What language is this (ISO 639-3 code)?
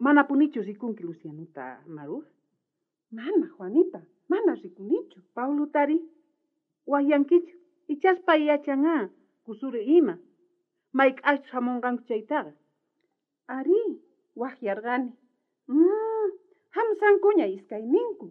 quh